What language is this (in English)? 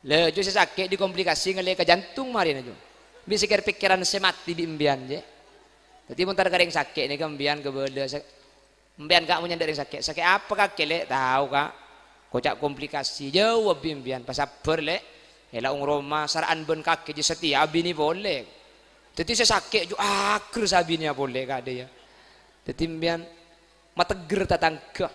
Madurese